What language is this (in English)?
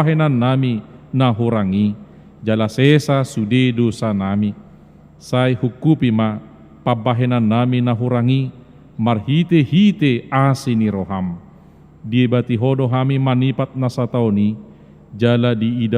Batak Toba